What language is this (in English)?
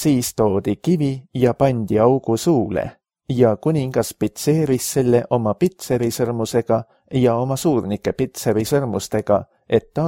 Estonian